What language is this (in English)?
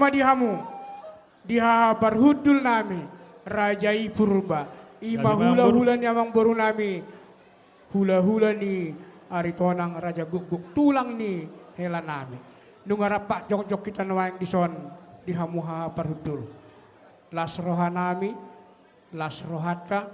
Batak Toba